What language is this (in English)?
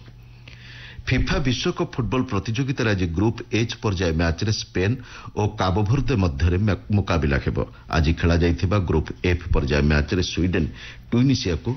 Odia